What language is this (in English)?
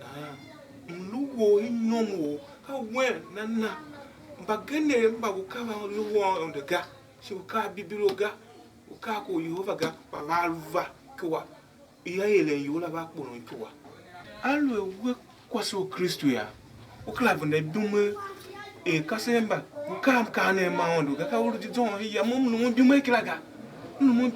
Tiv